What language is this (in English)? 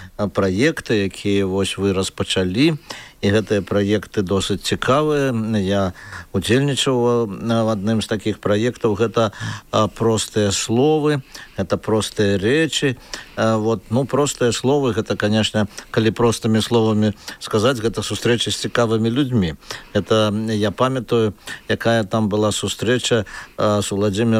Belarusian